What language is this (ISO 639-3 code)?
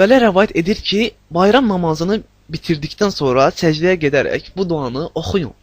aze